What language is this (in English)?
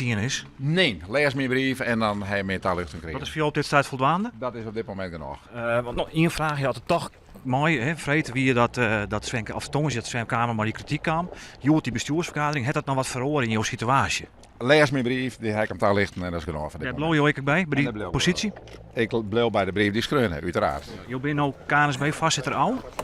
Western Frisian